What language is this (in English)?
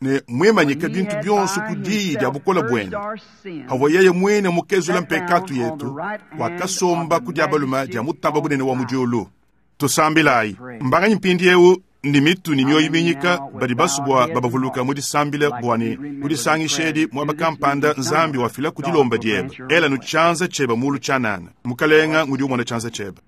Luba-Lulua